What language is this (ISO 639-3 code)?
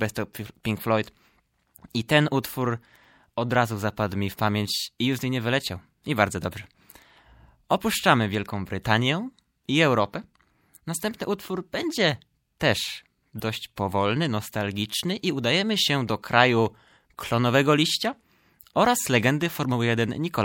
pol